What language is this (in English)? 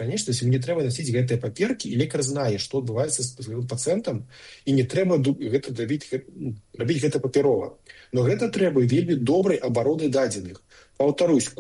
Belarusian